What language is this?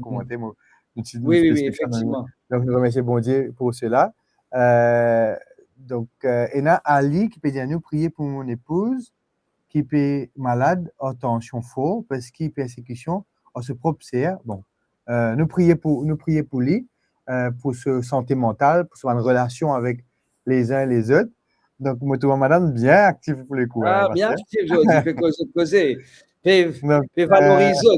Morisyen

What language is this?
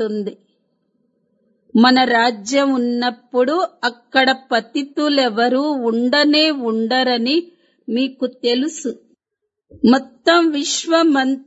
Telugu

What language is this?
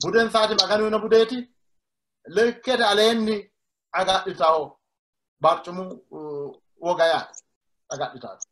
Sidamo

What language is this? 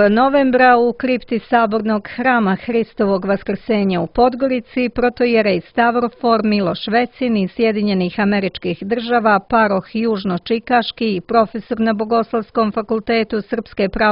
Serbian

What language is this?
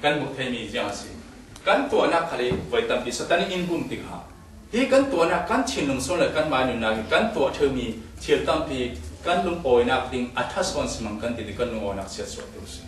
Falam Chin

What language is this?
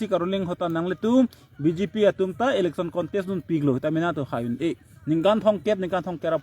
Karbi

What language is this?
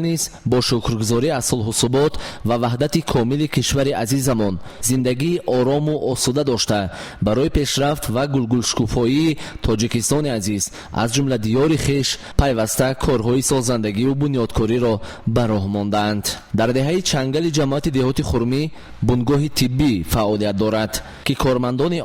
Tajik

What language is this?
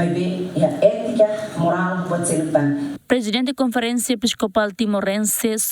Tetum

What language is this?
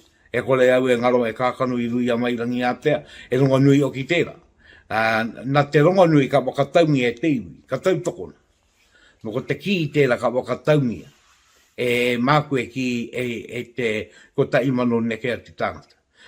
Māori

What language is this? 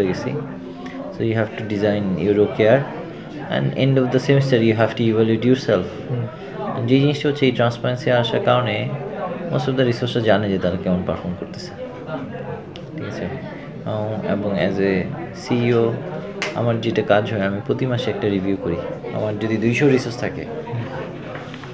Bangla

